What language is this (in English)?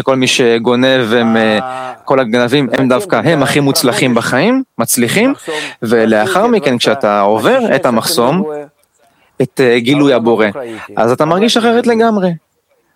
Hebrew